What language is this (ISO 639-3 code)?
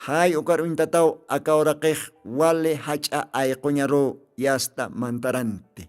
aym